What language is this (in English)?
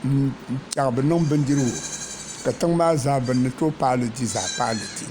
Dagbani